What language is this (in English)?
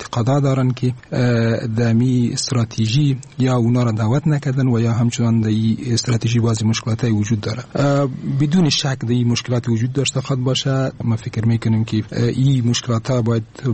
Persian